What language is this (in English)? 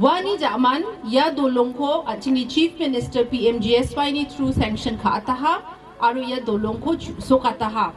Garo